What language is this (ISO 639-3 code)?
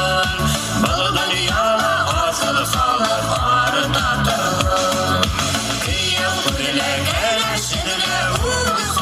bak